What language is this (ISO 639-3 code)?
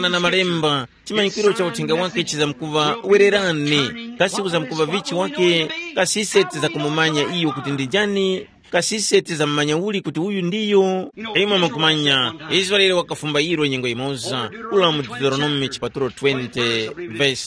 tum